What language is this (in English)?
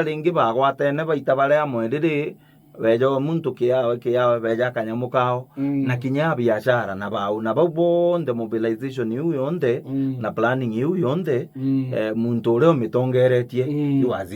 Meru